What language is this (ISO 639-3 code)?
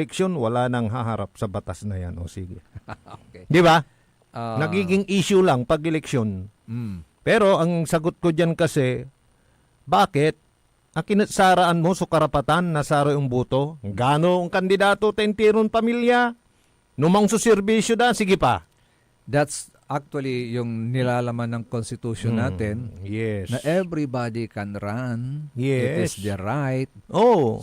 pag